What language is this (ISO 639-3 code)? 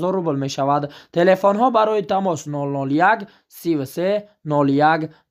tgk